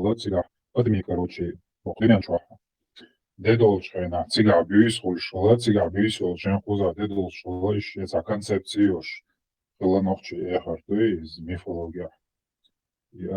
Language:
Chechen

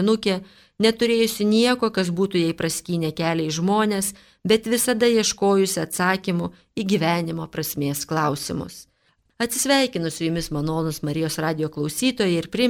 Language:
Lithuanian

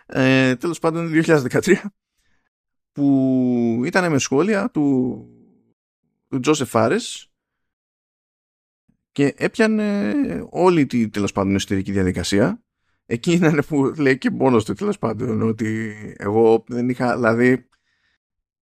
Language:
Greek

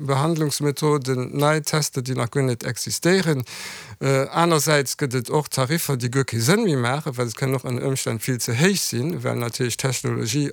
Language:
Luxembourgish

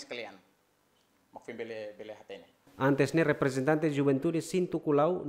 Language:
Tetum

